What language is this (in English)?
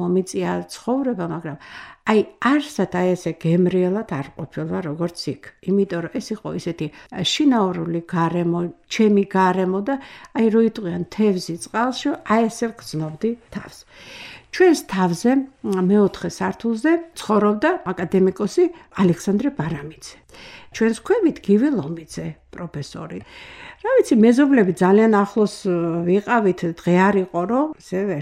Georgian